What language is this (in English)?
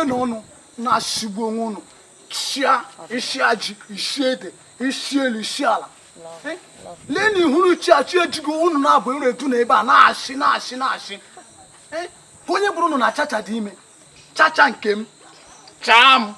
Igbo